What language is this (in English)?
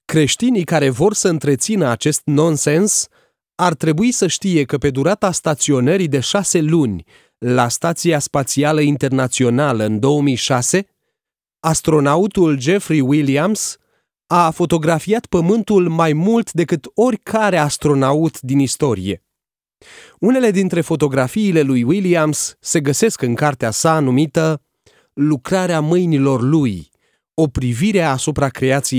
Romanian